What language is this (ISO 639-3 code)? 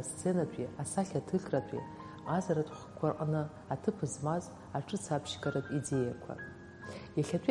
abk